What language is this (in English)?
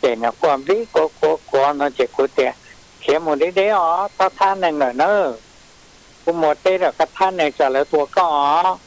Hmong